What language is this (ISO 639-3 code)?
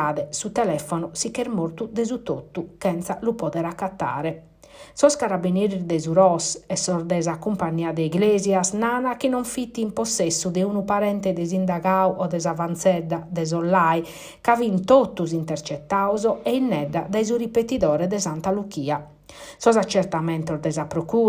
srd